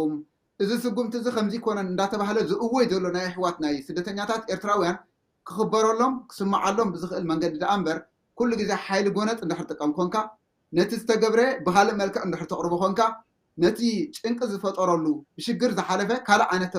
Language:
Tigrinya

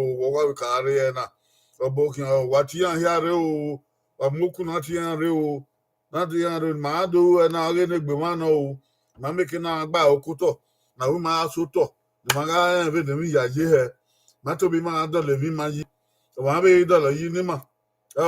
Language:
Bini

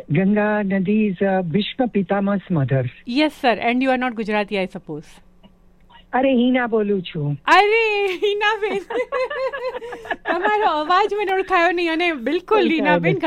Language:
Gujarati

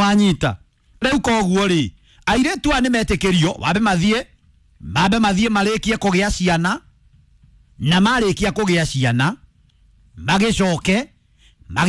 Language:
Kikuyu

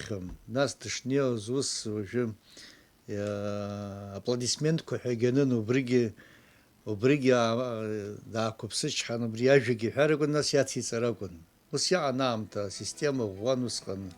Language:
Abkhazian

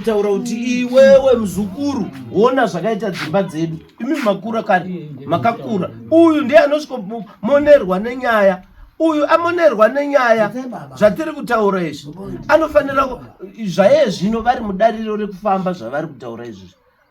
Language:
Shona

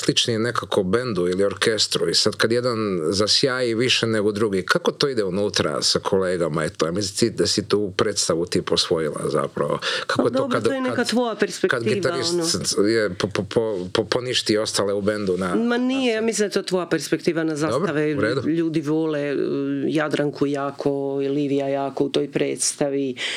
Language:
Croatian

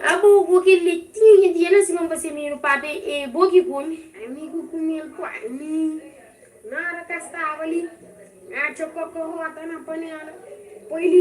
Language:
Kabuverdianu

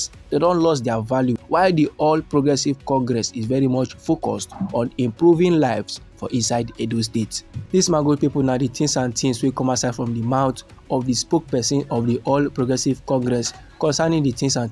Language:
Nigerian Pidgin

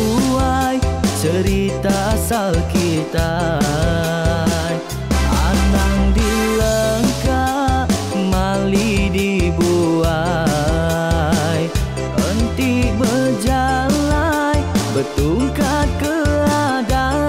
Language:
Iban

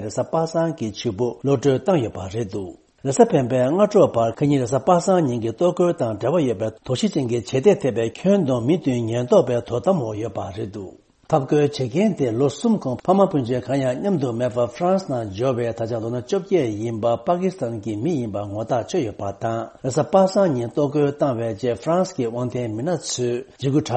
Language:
Tibetan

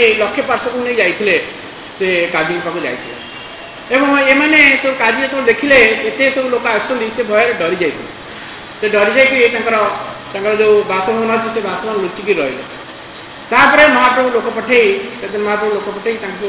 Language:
Odia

